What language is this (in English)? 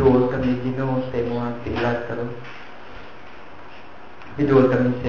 Cebuano